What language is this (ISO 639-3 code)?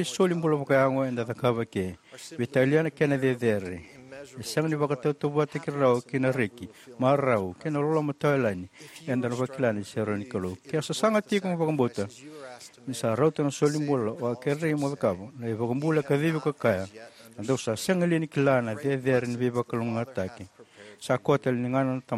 fij